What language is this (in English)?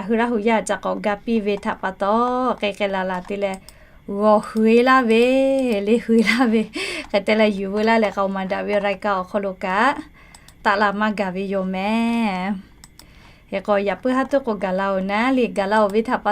Lahu